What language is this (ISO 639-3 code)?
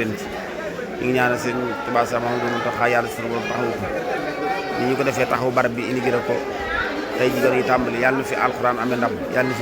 wol